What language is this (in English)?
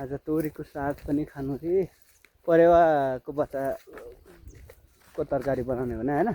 Nepali